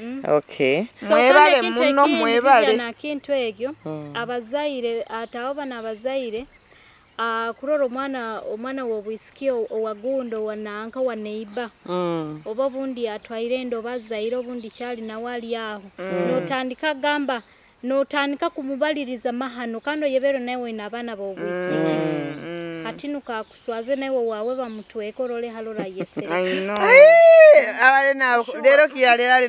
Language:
Nyoro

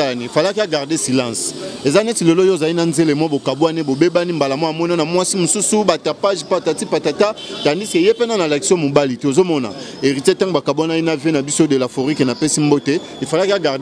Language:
Lingala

